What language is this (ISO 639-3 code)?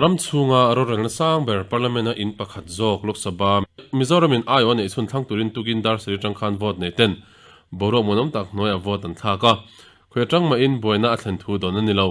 lus